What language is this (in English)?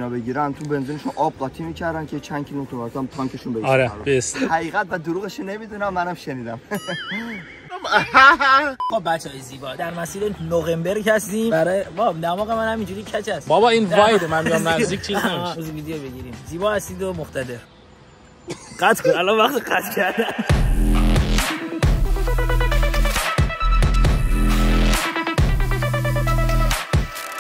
Persian